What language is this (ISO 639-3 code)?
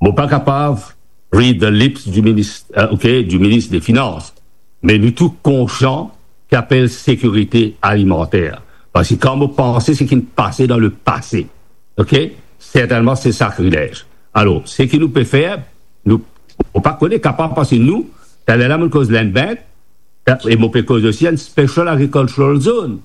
mfe